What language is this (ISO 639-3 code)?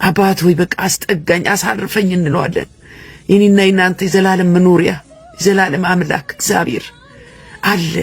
amh